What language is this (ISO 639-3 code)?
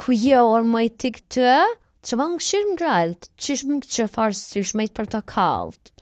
sqi